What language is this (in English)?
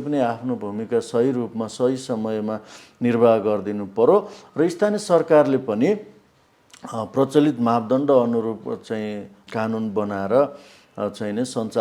Nepali